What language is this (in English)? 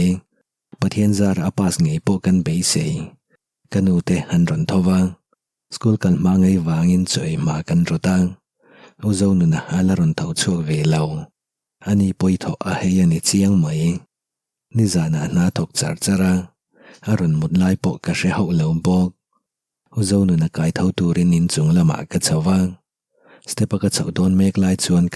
Mizo